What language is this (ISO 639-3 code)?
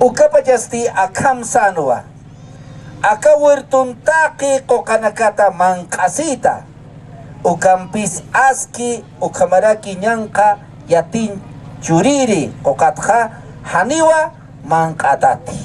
aym